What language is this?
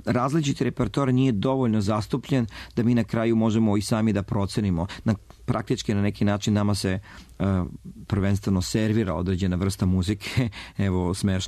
Serbian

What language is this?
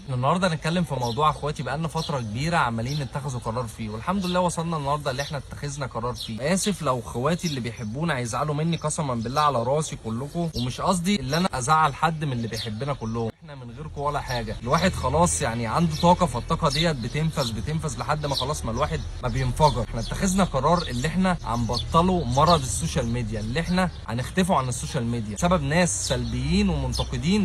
Egyptian Arabic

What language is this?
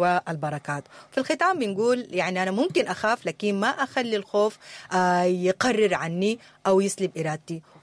Sudanese Arabic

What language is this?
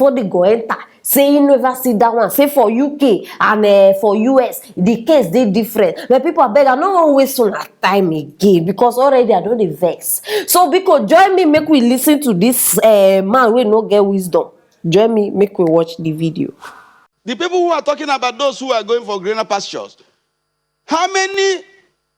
Nigerian Pidgin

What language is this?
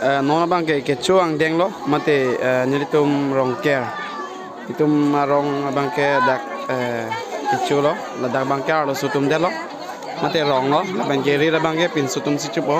Karbi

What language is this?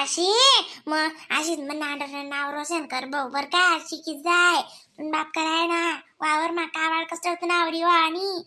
Khandesi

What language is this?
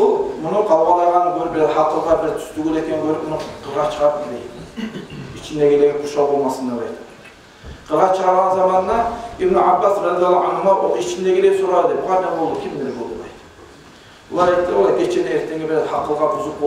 Kumyk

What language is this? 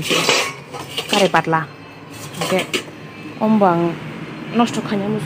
Kok Borok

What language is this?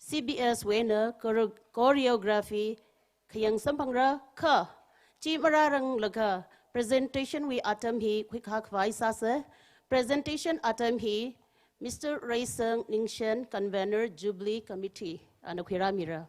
Tangkhul Naga (India)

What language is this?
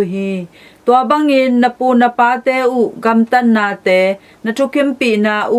Tedim Chin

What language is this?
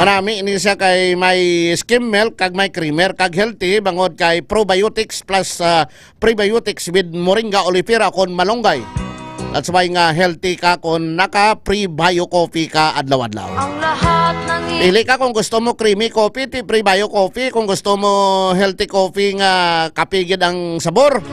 Hiligaynon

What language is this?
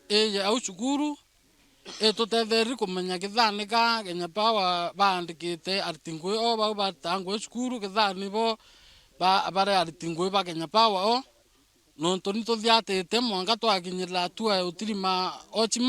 Meru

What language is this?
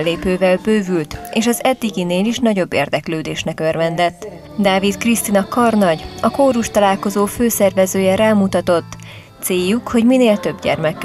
Hungarian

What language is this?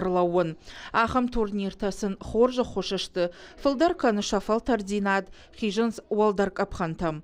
Ossetic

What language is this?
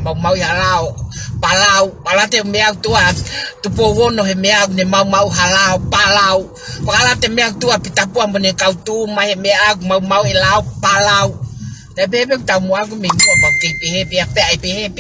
Tongan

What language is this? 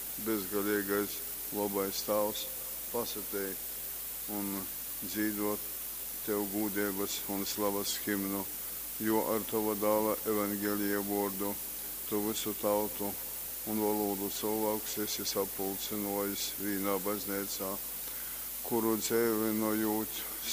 Latgalian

